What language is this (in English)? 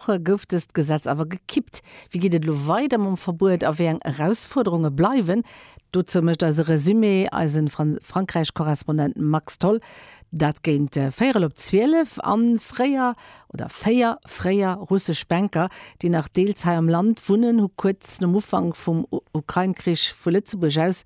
Luxembourgish